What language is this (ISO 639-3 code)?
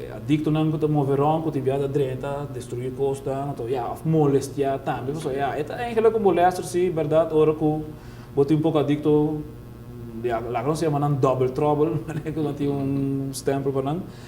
pap